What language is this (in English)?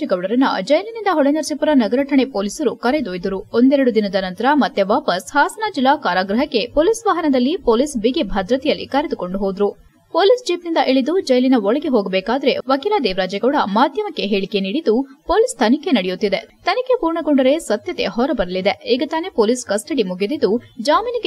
Kannada